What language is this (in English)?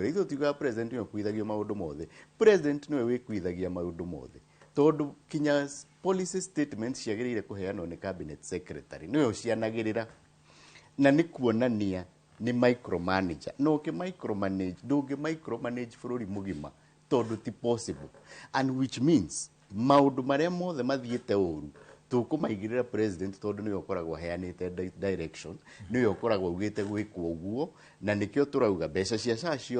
Kikuyu